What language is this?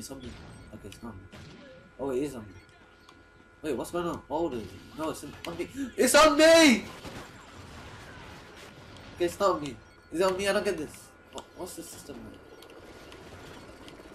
English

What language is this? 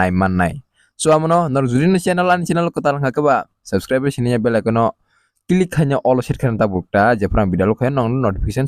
Kok Borok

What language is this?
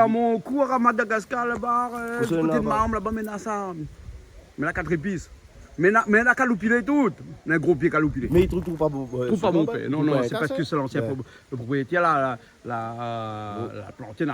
Réunion Creole French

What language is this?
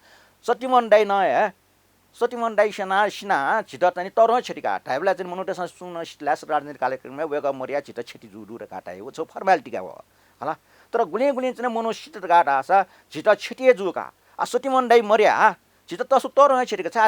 Newari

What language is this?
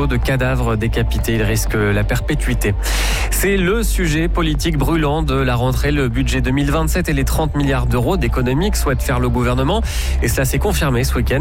French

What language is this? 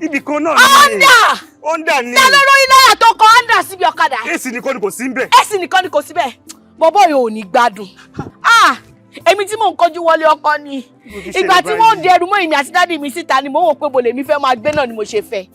Yoruba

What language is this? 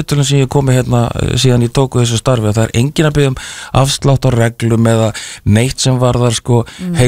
Icelandic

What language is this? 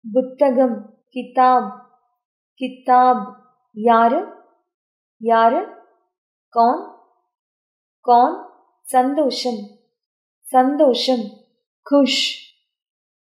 Tamil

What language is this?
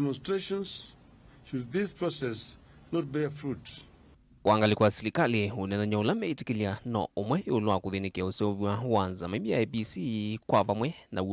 Kamba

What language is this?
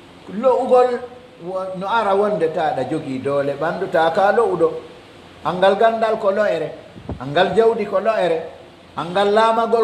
Pular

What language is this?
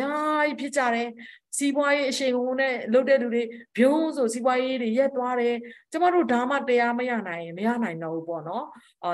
Burmese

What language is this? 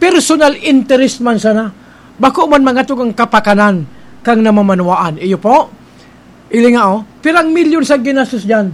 Bikol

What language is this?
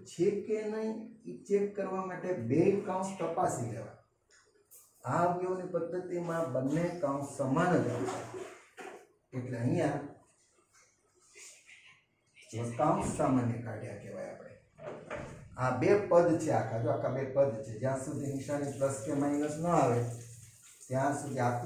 Gujarati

